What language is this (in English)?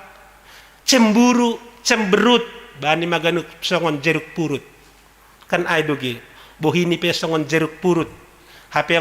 Batak Simalungun